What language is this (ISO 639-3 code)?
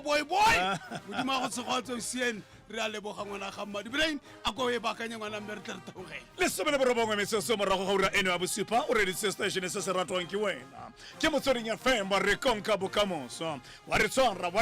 tsn